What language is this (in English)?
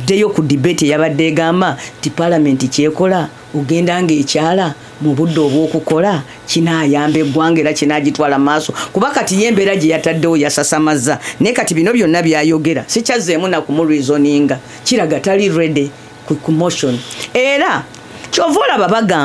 Ganda